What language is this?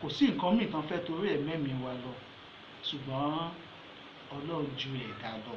Yoruba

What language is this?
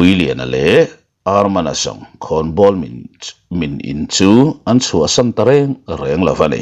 Mizo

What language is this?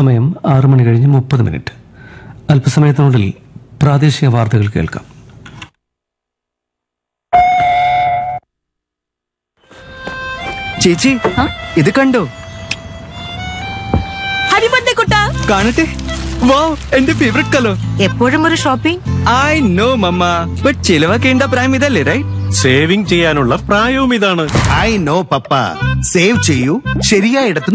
Malayalam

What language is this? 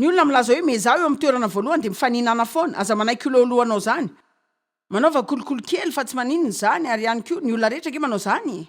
Malagasy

